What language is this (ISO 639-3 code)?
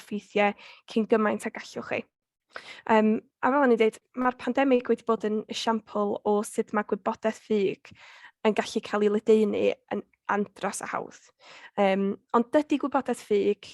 cym